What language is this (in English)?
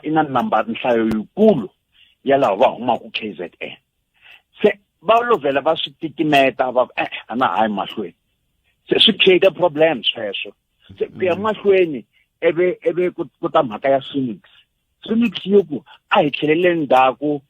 Tsonga